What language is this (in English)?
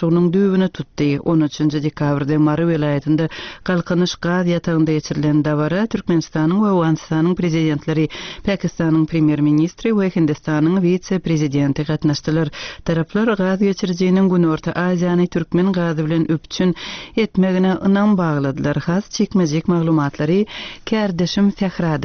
Turkmen